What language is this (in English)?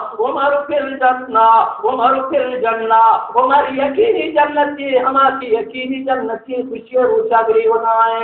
Baluchi